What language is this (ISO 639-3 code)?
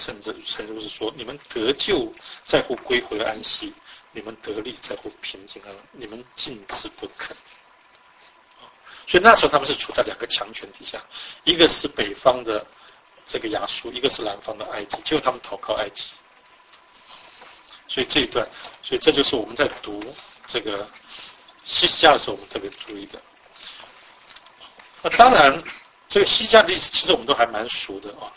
zho